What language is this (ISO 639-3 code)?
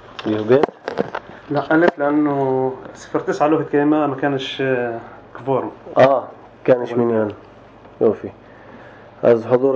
apc